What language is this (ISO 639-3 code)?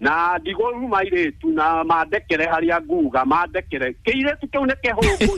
kik